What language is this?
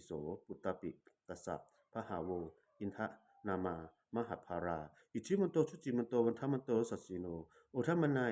Pali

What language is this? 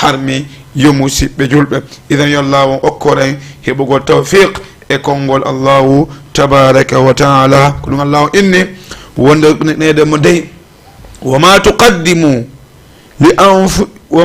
Fula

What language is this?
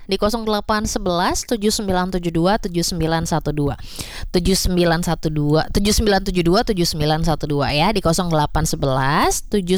Indonesian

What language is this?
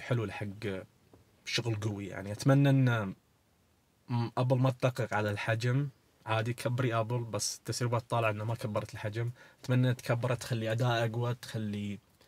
Najdi Arabic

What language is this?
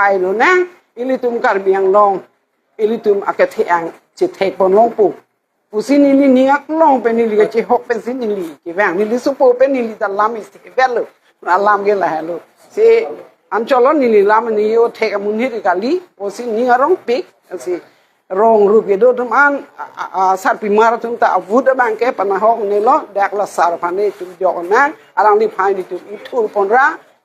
Karbi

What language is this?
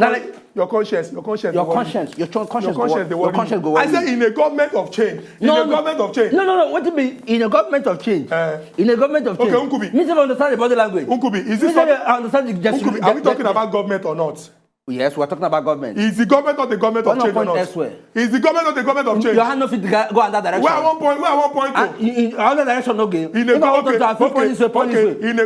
Nigerian Pidgin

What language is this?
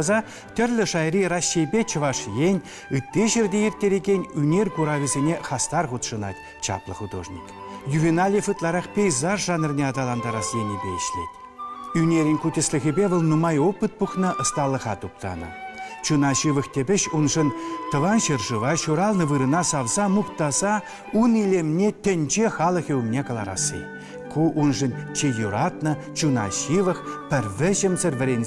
Chuvash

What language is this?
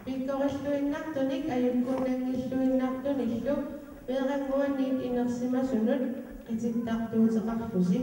Kalaallisut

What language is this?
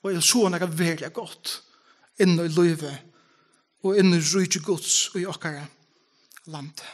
Faroese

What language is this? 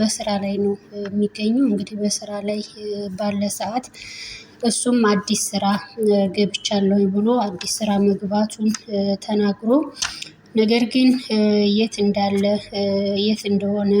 Amharic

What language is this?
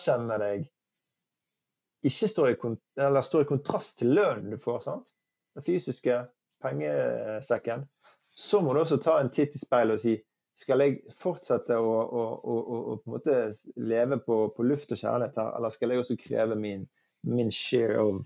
Norwegian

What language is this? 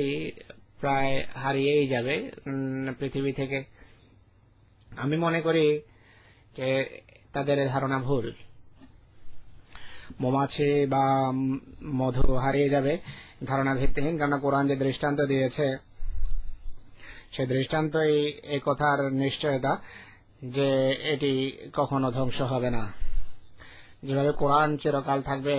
Bangla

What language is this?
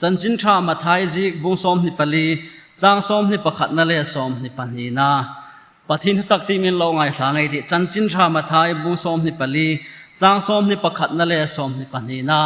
Hmar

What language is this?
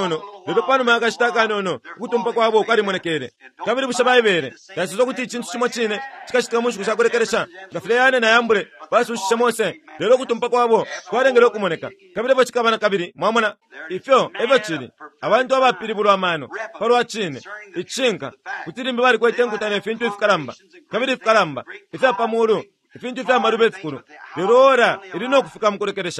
Bemba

